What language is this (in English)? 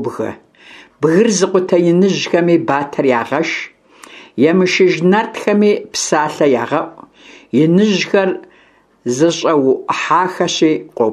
Kabardian